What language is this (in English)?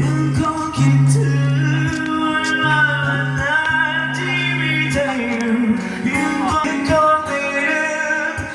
Lao